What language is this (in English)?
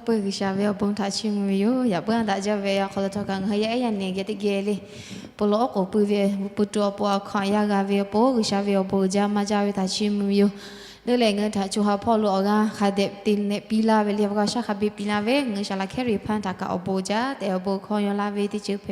Lahu